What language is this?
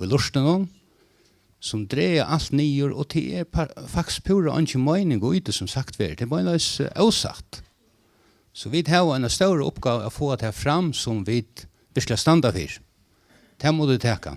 Faroese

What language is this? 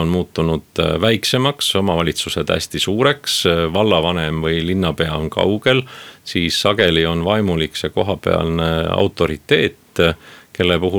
Estonian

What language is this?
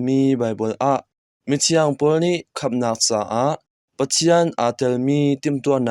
Hakha Chin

